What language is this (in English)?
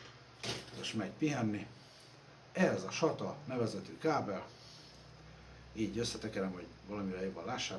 Hungarian